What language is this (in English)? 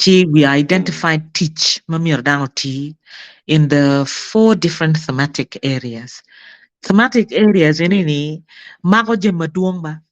Acoli